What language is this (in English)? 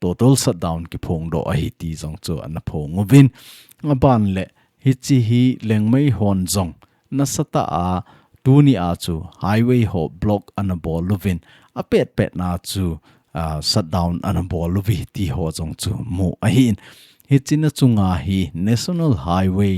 Thado Chin